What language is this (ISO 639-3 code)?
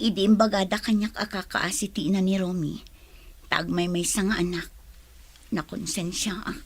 ilo